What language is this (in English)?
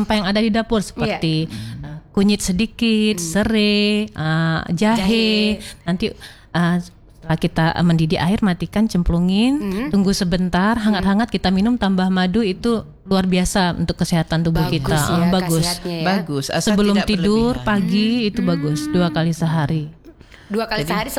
Indonesian